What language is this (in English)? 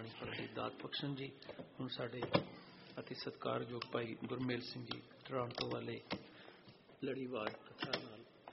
Punjabi